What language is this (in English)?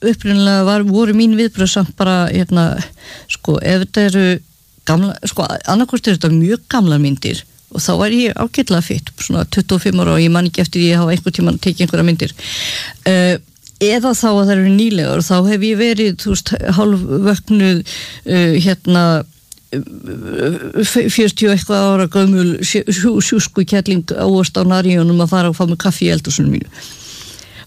Icelandic